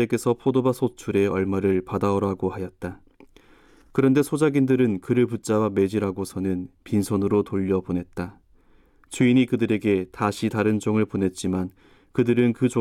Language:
Korean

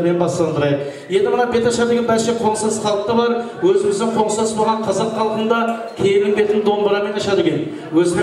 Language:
Kara-Kalpak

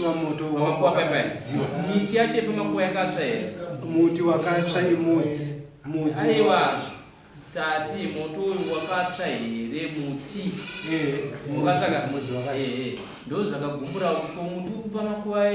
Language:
Shona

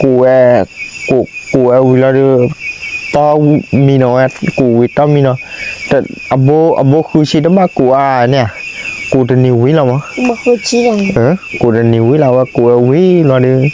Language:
S'gaw Karen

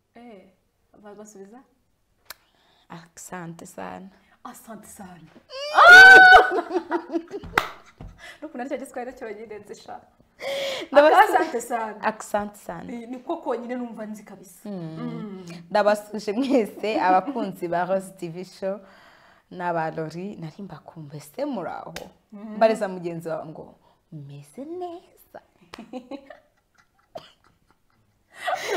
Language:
Kinyarwanda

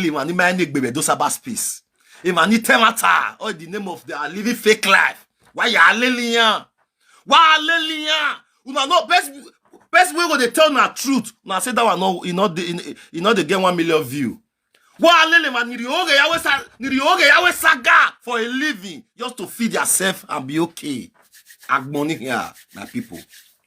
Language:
Nigerian Pidgin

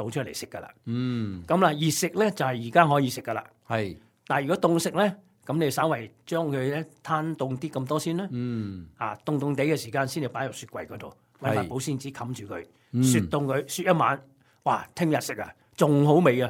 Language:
Cantonese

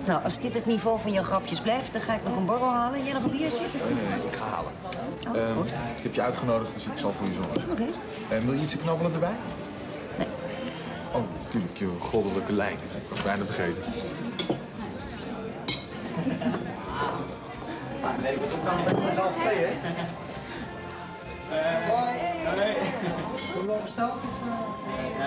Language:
Dutch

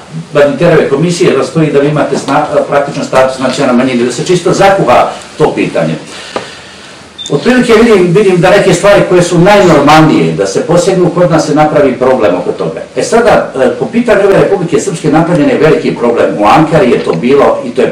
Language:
Bosnian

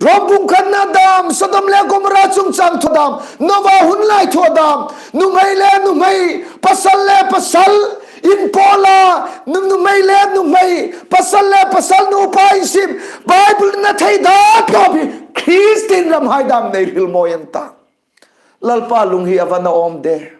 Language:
Hmar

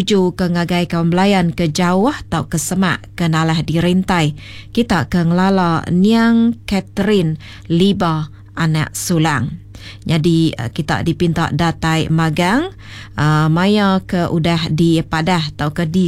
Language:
Iban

